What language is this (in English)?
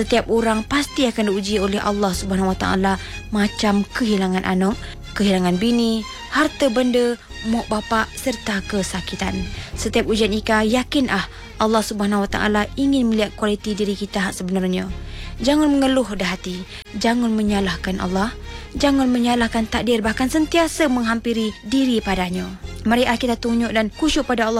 Malay